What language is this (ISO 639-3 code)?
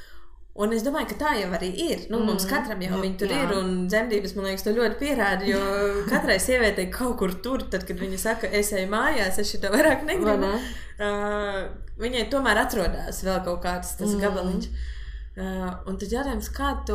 lav